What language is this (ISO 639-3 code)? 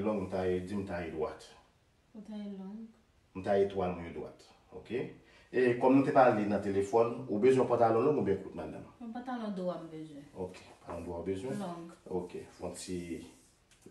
hat